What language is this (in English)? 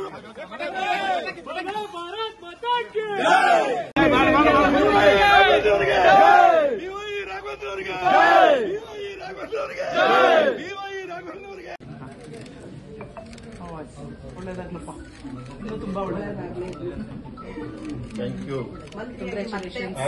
Kannada